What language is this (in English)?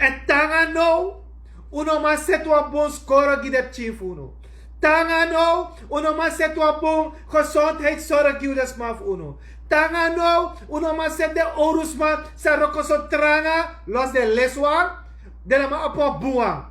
Sranan Tongo